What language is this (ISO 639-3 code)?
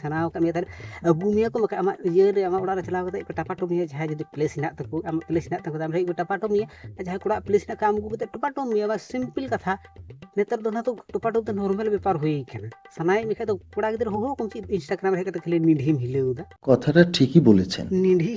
sat